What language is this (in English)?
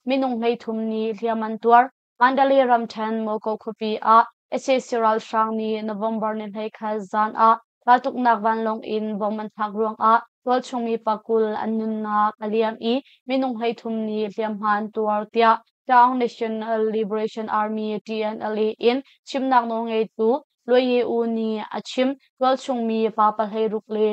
Hakha Chin